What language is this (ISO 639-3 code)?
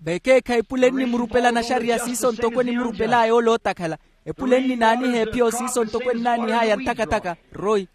vmw